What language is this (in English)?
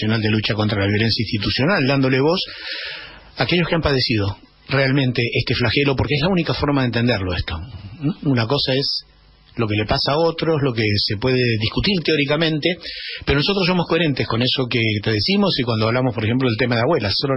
Spanish